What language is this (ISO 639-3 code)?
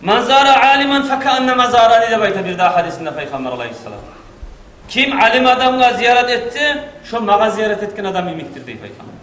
kum